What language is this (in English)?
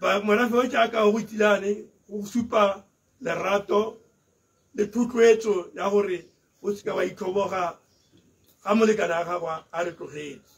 Tswana